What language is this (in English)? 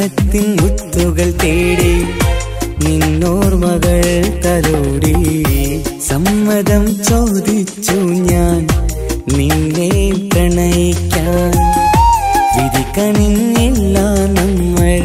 Malayalam